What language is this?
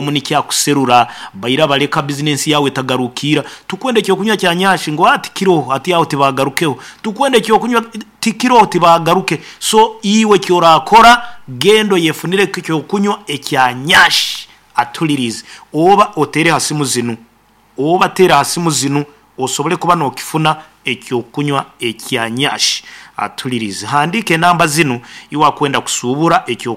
Nyoro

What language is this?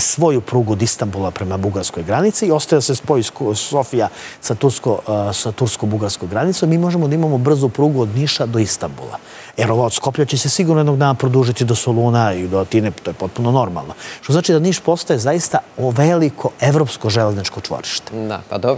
Serbian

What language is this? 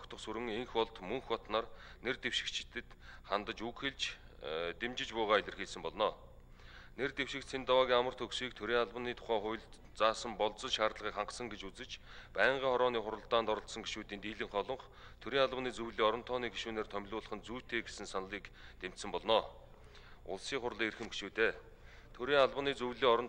Mongolian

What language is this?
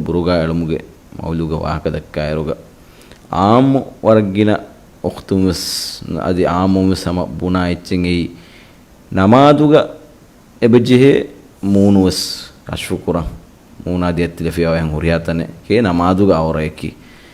Divehi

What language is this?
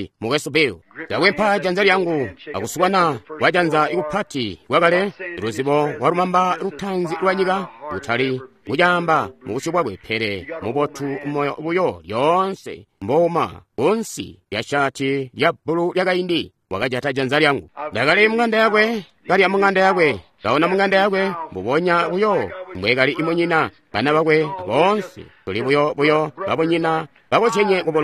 Tonga (Zambia)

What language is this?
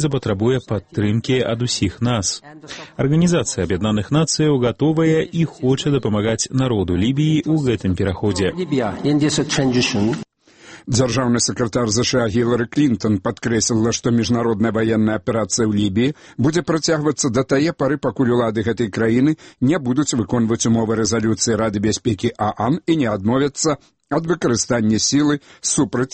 Belarusian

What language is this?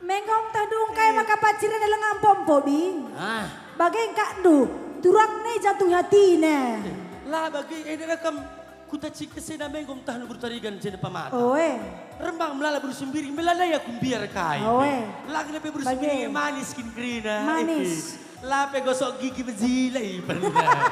Batak Karo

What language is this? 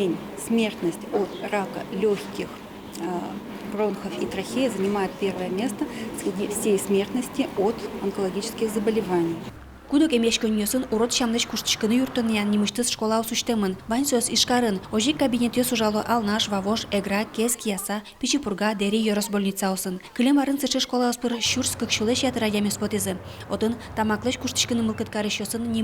Udmurt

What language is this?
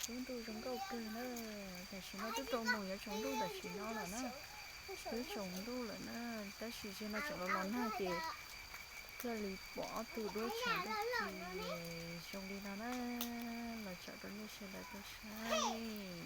Hmong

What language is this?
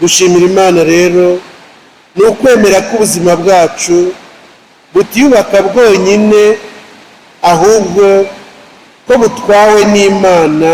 Kinyarwanda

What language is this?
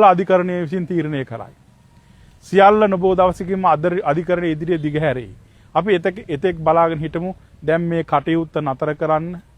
Sinhala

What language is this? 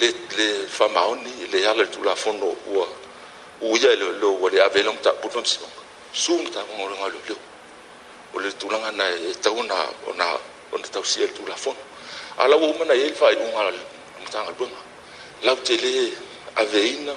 Samoan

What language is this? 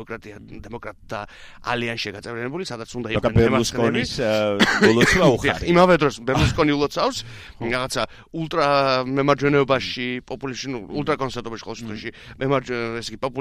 Georgian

